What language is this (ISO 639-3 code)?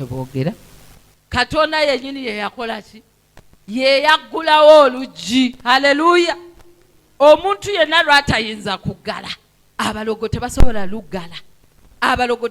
lug